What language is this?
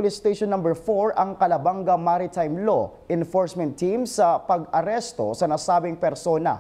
Bikol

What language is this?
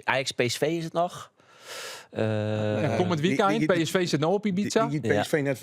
Western Frisian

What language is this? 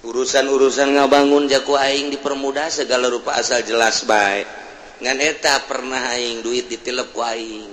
Sundanese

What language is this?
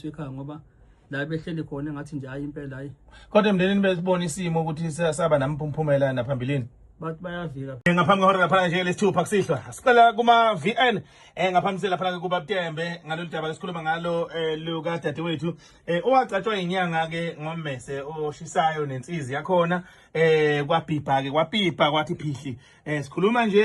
Zulu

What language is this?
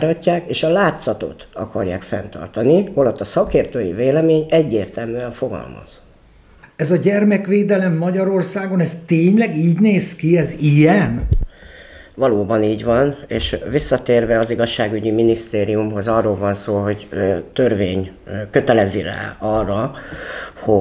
Hungarian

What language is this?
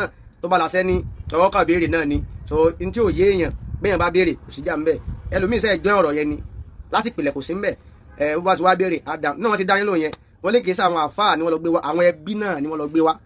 Yoruba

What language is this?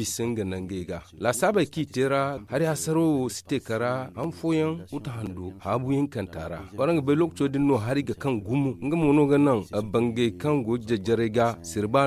Zarma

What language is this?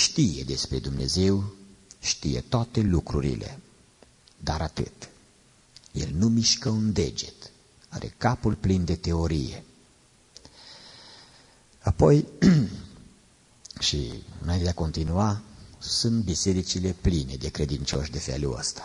Romanian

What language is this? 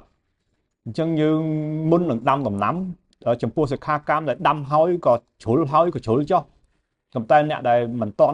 Khmer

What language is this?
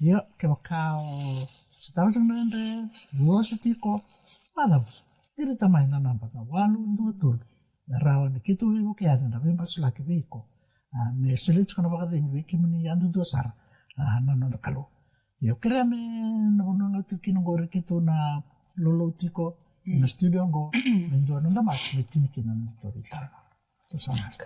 Fijian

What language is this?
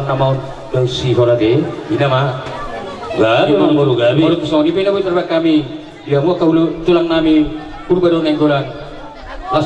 Batak Toba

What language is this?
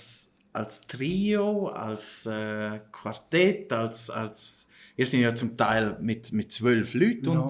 Swiss German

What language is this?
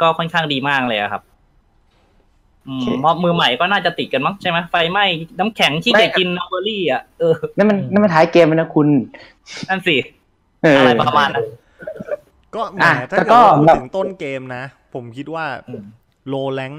Thai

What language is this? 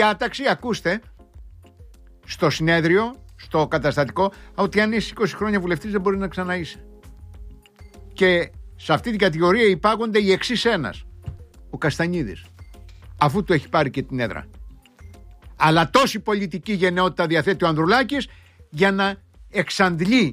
Greek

